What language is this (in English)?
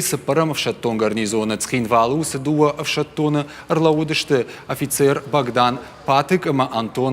Ossetic